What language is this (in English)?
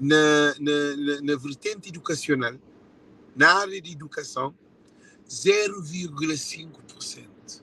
Kabuverdianu